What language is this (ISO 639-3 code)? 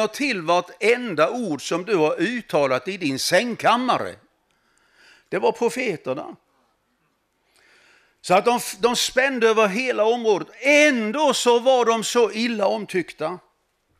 swe